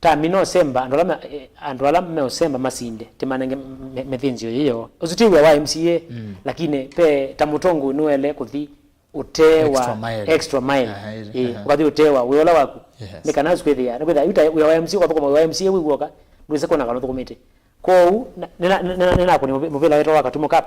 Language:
Kamba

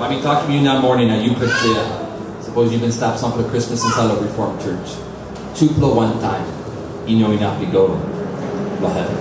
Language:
Tok Pisin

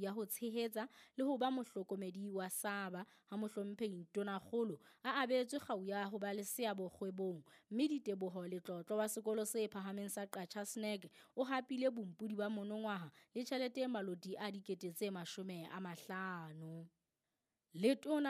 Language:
Southern Sotho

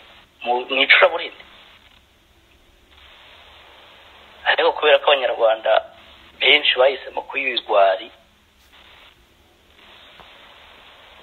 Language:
Kinyarwanda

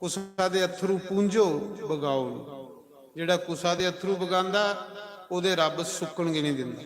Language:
Dogri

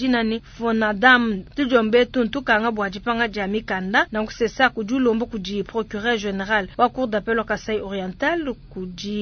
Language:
Luba-Lulua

